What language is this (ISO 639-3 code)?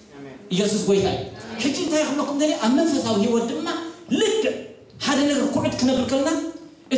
tir